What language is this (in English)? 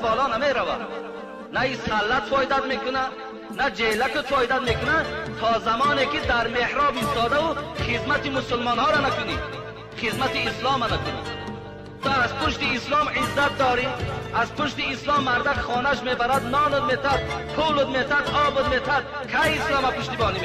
Tajik